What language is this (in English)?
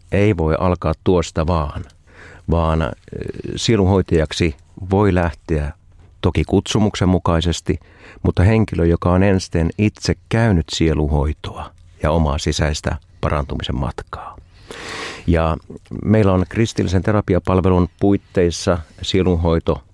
Finnish